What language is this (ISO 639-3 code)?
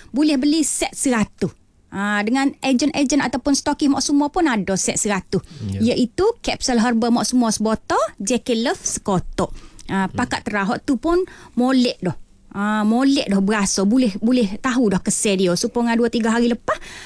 msa